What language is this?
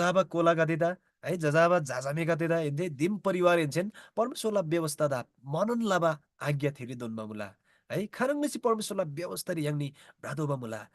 Eastern Tamang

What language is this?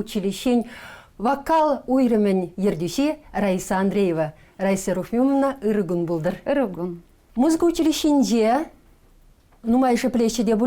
Chuvash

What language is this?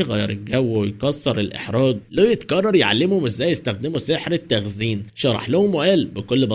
Egyptian Arabic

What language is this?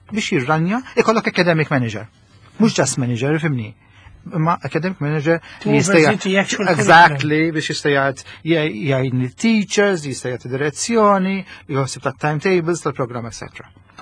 Maltese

